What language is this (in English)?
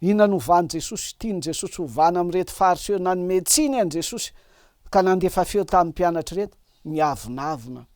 Malagasy